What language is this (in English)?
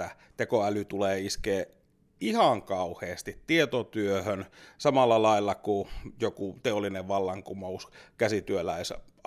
Finnish